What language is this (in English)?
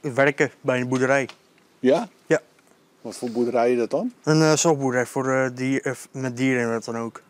Western Frisian